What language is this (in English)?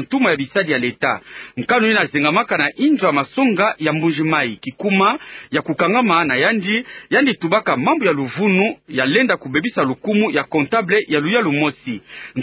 Kituba (Democratic Republic of Congo)